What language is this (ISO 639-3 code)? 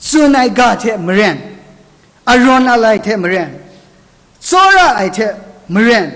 kac